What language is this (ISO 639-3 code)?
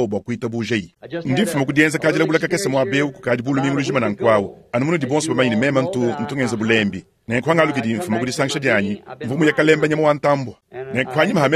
lua